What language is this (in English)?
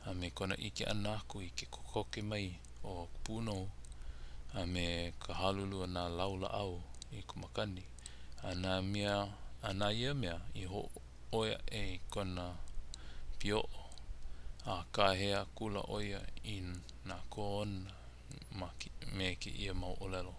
Hawaiian